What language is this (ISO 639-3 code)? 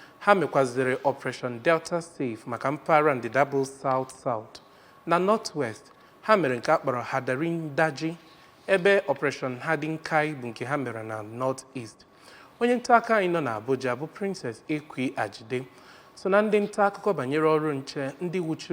ibo